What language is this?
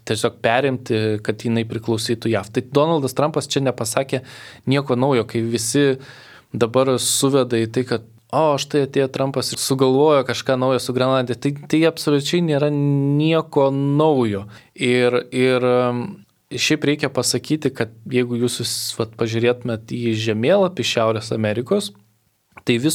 Lithuanian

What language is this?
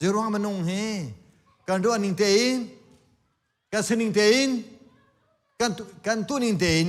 Hakha Chin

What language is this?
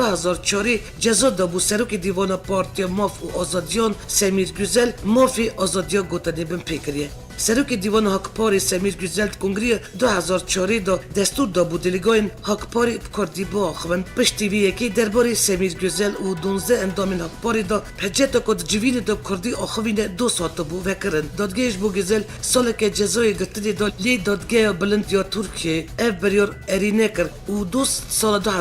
Kurdish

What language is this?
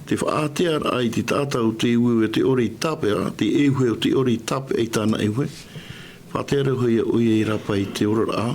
Tahitian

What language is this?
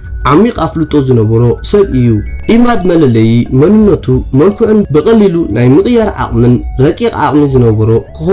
Tigrinya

